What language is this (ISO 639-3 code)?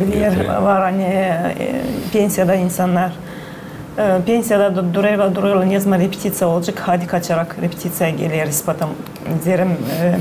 gag